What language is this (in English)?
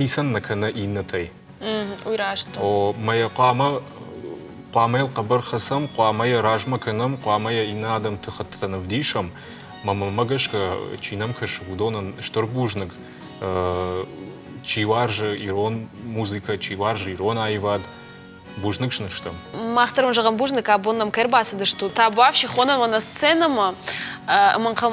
Ossetic